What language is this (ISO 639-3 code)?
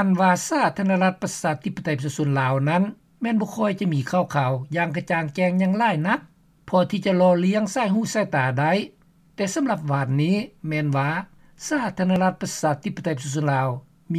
lao